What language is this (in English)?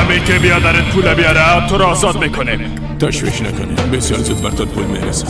Persian